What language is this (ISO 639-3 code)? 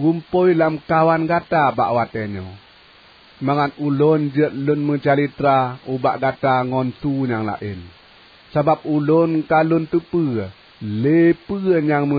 ace